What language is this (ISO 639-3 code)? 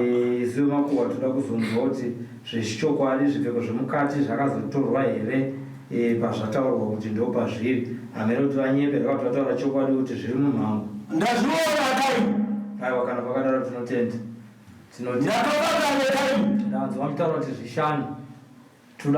sna